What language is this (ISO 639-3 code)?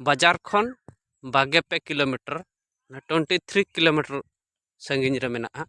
sat